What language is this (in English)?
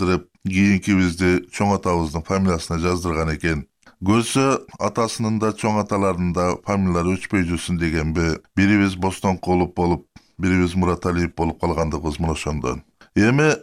Kyrgyz